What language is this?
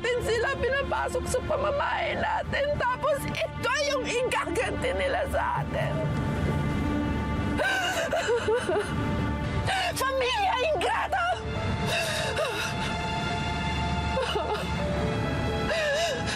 Filipino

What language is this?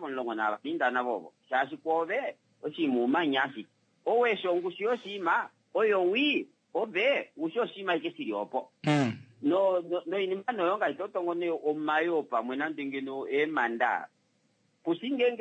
Kuanyama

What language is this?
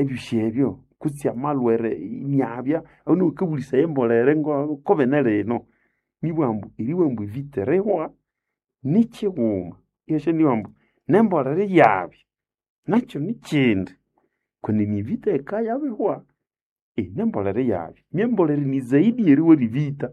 Nande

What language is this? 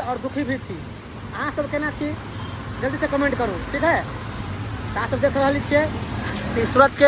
Maithili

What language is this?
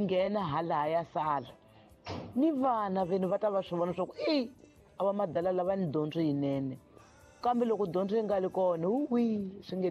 Tsonga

